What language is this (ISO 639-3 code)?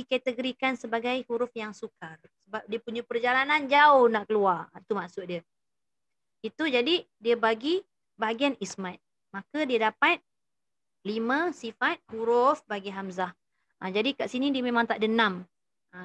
msa